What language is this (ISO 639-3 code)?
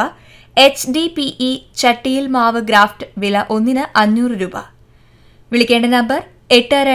mal